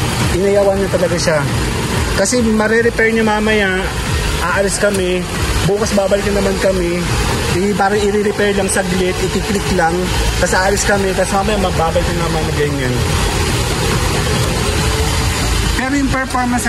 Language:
Filipino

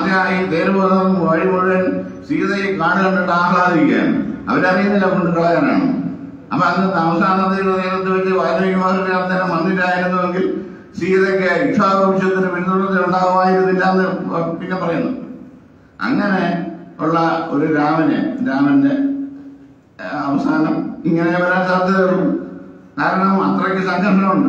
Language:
Malayalam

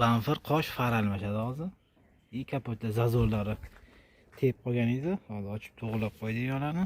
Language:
Uzbek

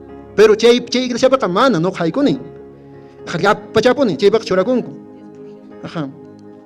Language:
Quechua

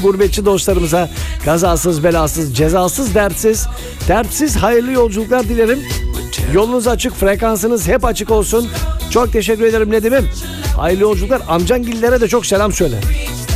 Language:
Turkish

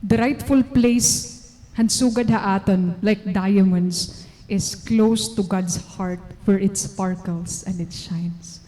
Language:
Waray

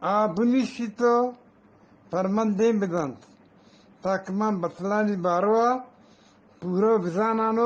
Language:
Eastern Balochi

